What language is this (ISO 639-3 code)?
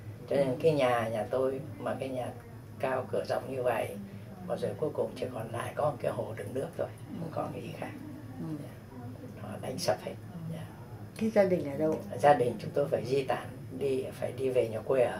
vie